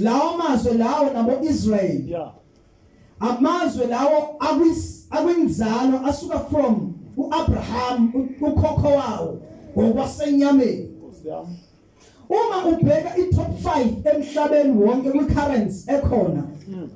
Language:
Zulu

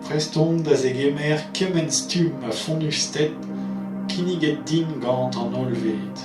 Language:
Breton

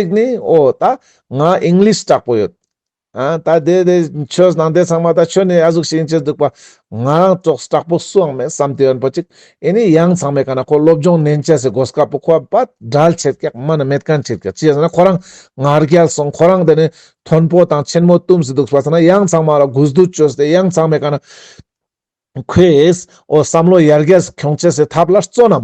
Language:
Ladakhi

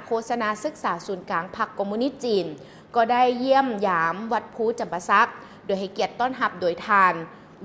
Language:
Lao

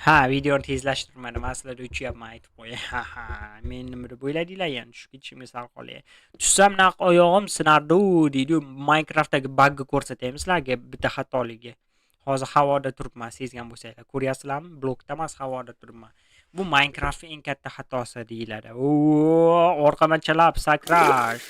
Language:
Uzbek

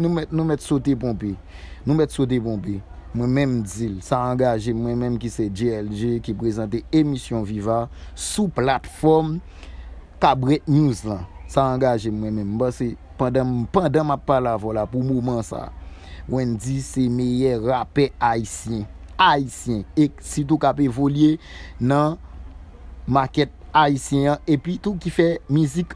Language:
Haitian Creole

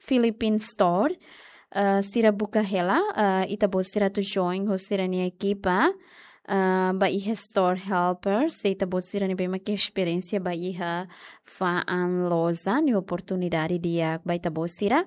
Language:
Tetum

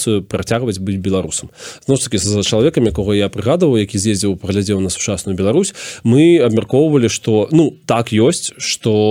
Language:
Belarusian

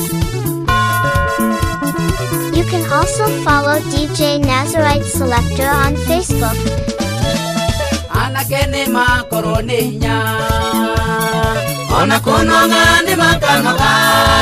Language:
Kikuyu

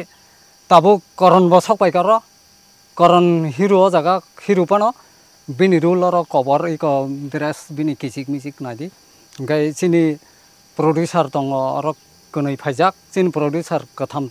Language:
Kok Borok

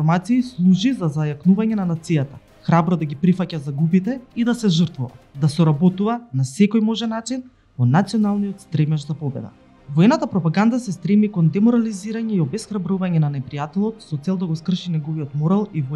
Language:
Macedonian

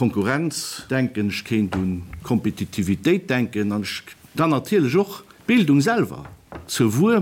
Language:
Luxembourgish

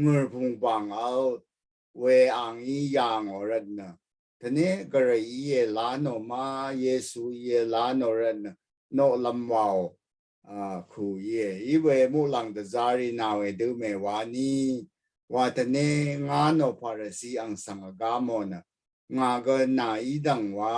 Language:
Rawang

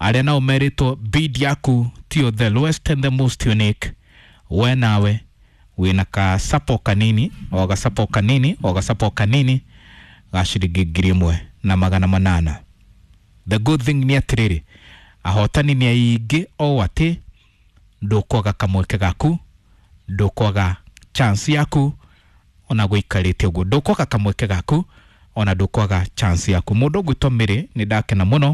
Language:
Kikuyu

